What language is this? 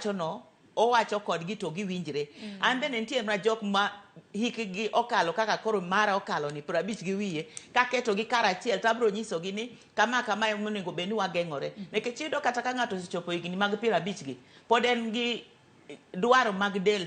Luo (Kenya and Tanzania)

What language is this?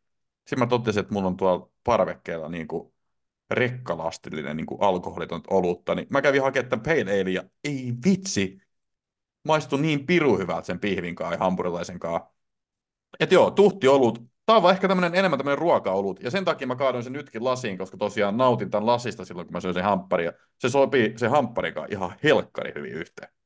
Finnish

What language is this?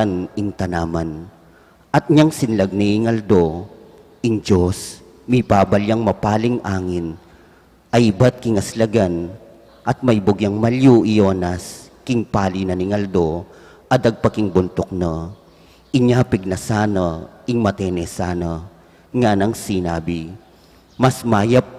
Pampanga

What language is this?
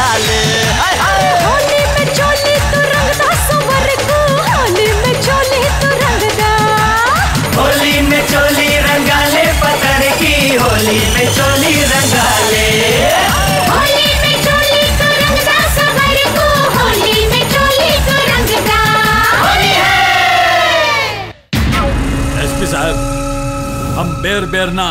Bhojpuri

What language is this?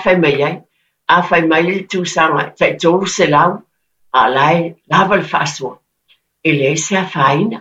Samoan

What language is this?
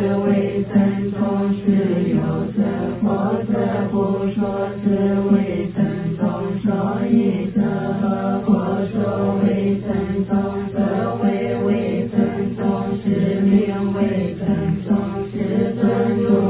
Chinese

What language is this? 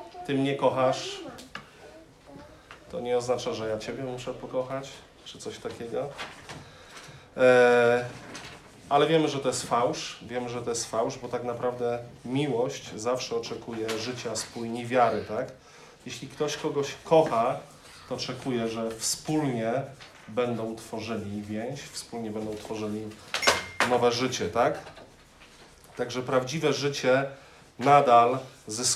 Polish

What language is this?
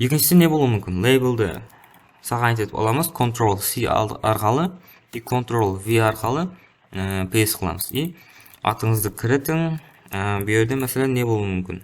Kara-Kalpak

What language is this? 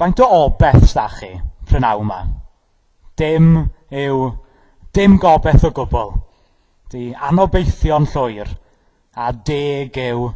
Welsh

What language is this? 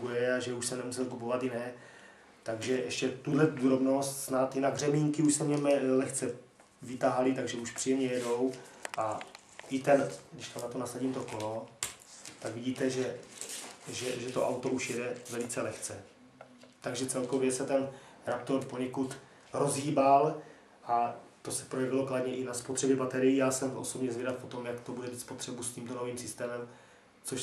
Czech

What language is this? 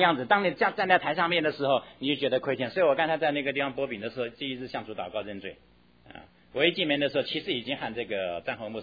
Chinese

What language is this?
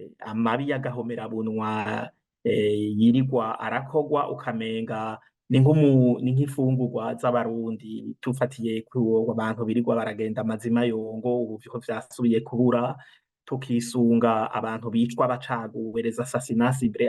Rundi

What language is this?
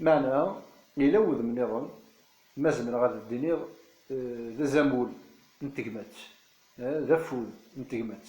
Kabyle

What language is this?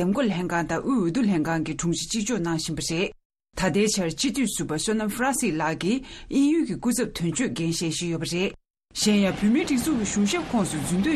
Tibetan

